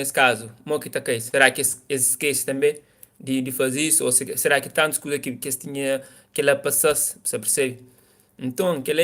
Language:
Kabuverdianu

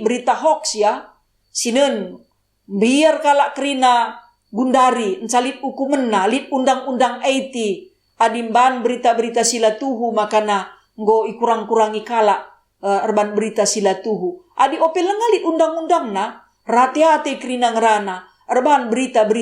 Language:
Batak Karo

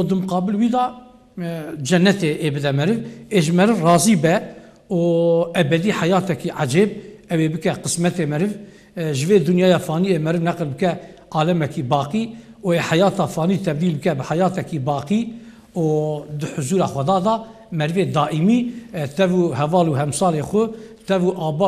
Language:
Kurdish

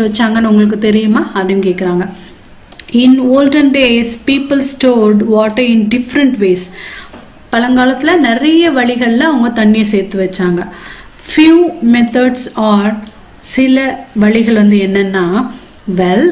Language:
Tamil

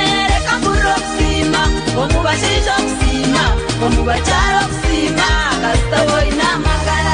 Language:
Nyankole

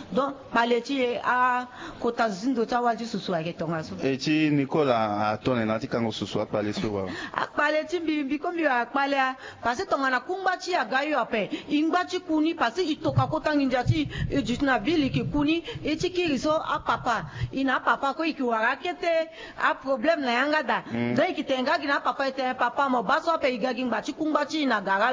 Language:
Sango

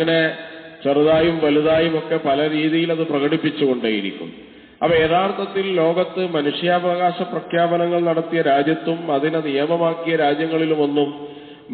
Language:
Malayalam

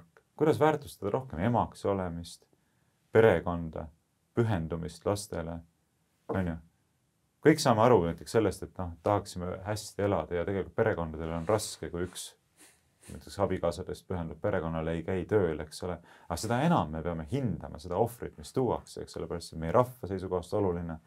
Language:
Estonian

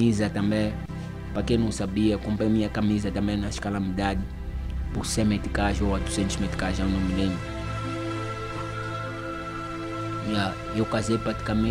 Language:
Portuguese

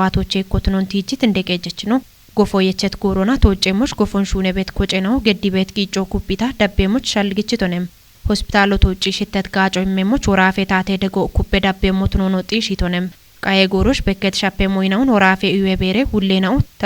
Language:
Kafa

